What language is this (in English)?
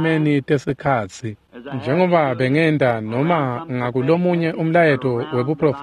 Swati